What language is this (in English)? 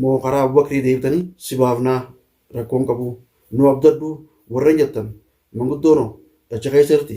Oromo